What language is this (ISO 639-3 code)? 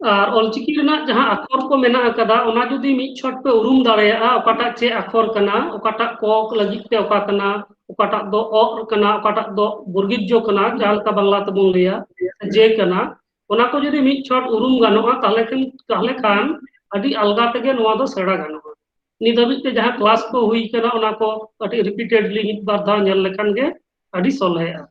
sat